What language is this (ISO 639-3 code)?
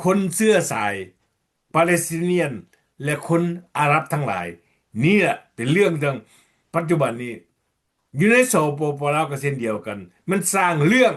lao